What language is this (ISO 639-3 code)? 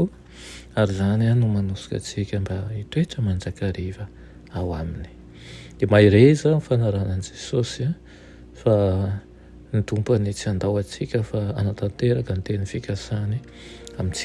mlg